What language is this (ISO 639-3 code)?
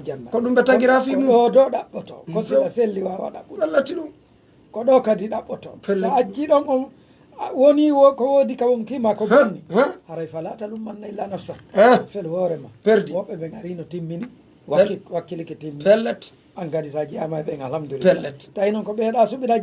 fuf